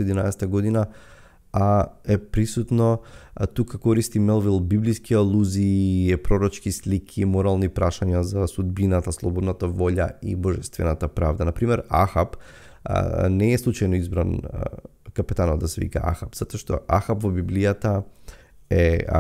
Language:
Macedonian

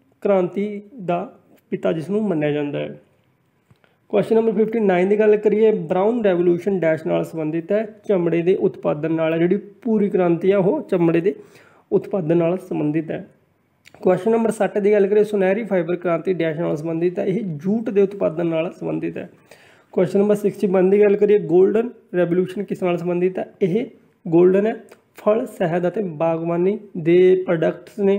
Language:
Punjabi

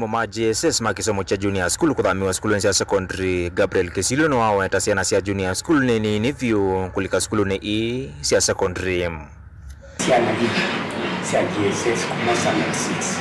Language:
Kamba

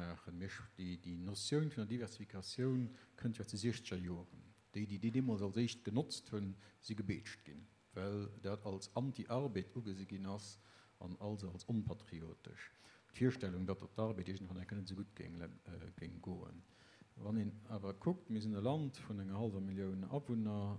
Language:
Luxembourgish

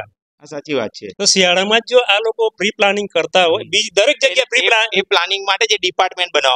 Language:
Gujarati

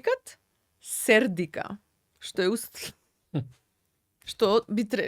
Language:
Macedonian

